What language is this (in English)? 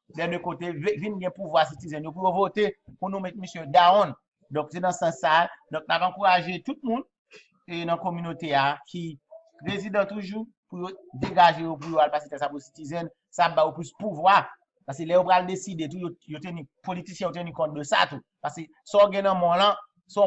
Haitian Creole